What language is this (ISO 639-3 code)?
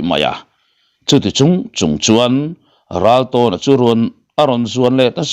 lus